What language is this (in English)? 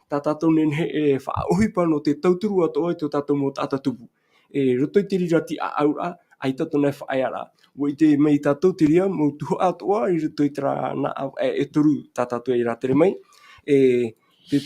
Tahitian